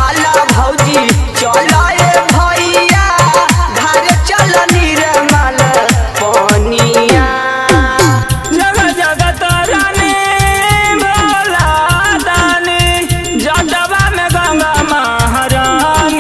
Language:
Bhojpuri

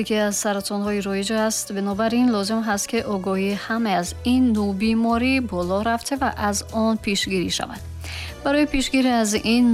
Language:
Tajik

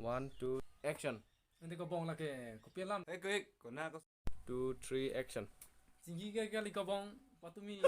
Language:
Karbi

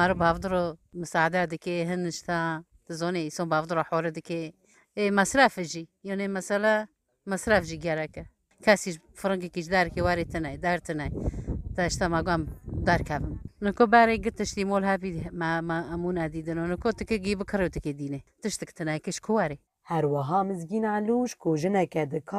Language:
Kurdish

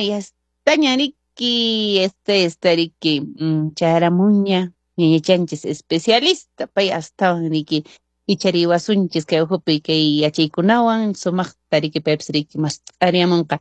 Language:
Quechua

